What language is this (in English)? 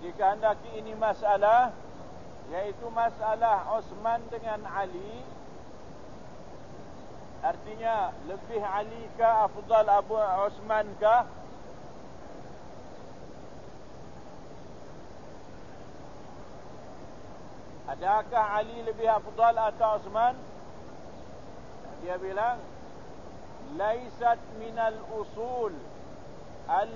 Malay